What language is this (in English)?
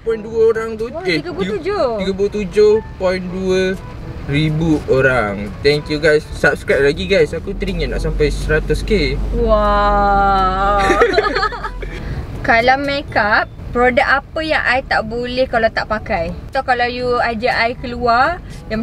Malay